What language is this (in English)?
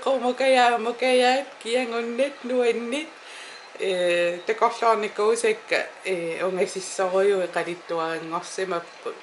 Kalaallisut